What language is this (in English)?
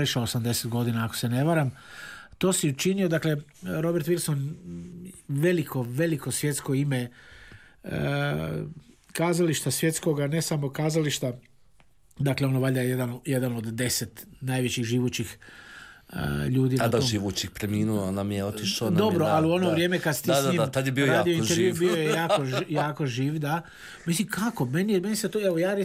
Croatian